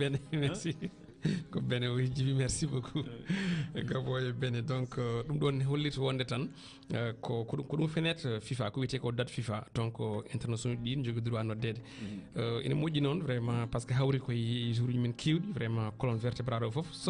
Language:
Fula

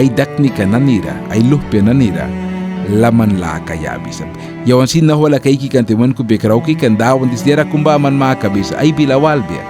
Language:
Mískito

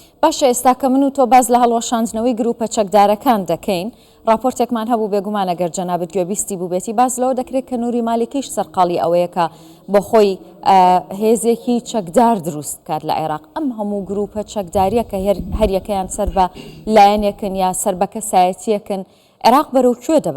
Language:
Central Kurdish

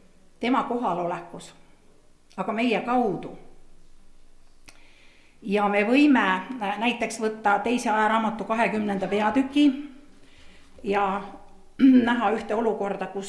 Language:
Estonian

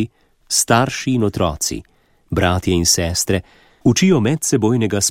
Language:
Slovenian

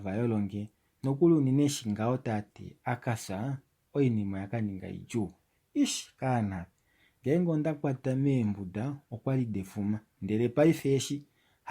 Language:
Kuanyama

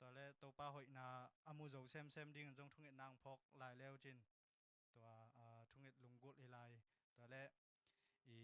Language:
Tedim Chin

